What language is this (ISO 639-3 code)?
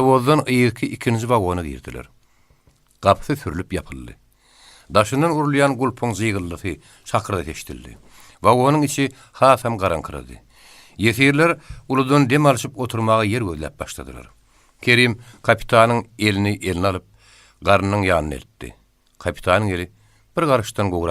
tuk